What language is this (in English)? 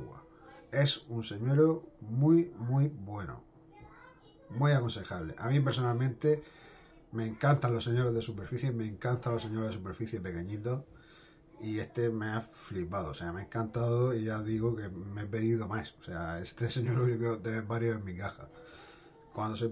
Spanish